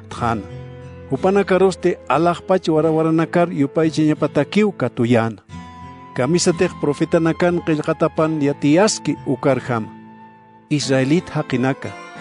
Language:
Aymara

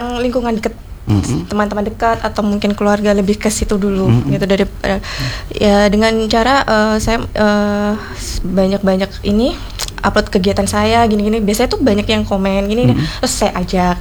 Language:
Indonesian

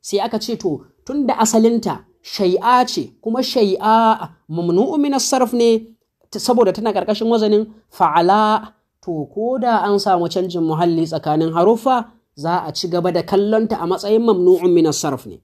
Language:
Hausa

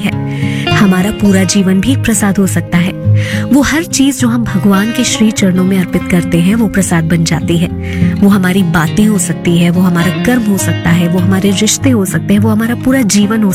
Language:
Hindi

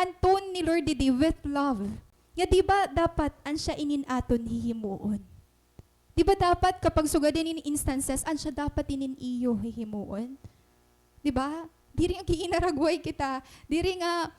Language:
Waray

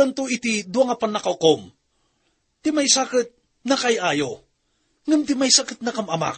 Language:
Iloko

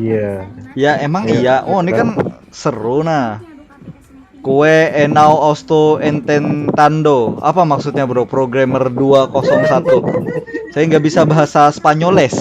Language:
Banjar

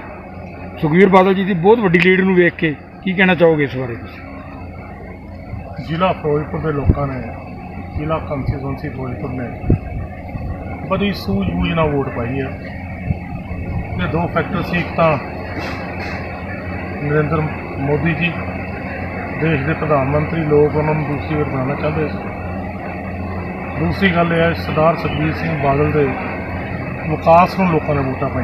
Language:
Punjabi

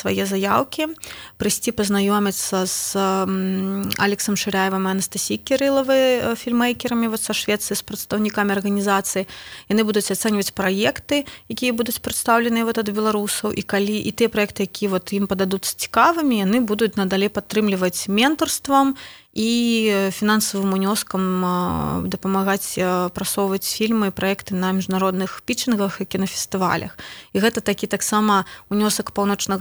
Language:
Belarusian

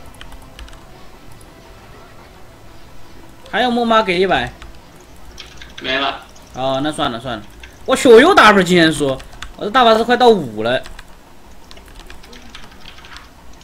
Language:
Chinese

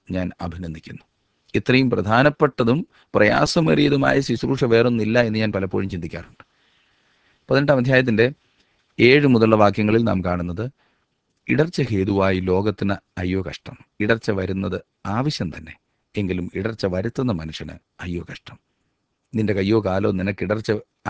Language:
Malayalam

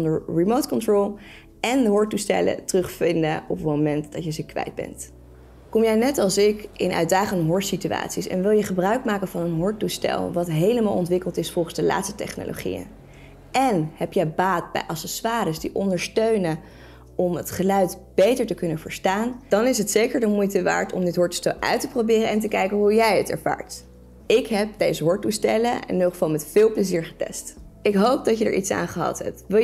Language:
Dutch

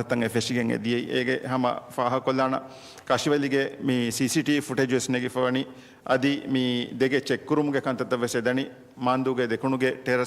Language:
Divehi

